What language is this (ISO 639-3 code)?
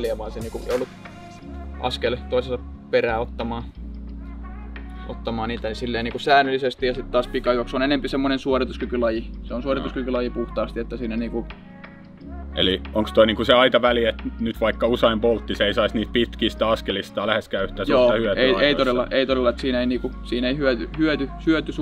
fin